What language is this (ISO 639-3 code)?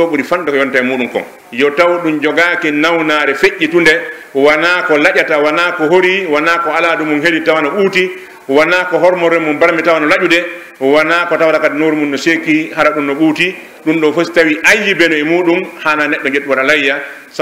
fuf